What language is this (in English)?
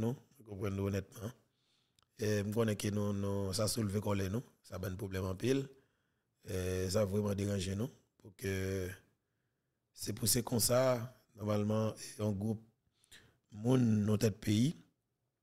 Haitian Creole